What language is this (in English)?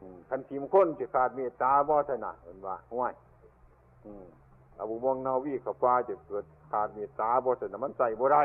Northeastern Thai